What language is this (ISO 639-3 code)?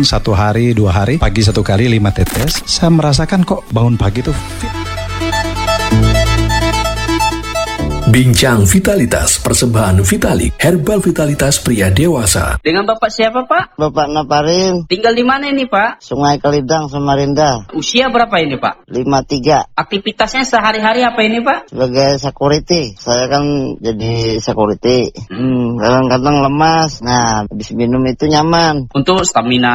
ind